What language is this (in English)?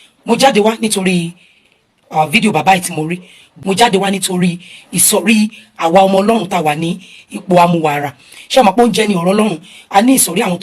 Yoruba